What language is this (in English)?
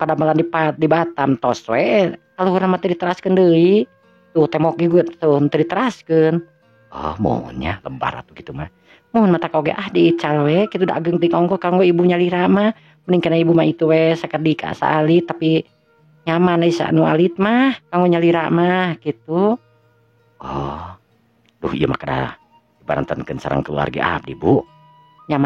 Sundanese